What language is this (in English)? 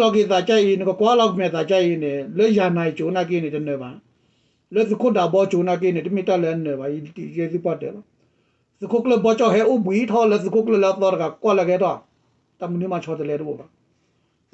S'gaw Karen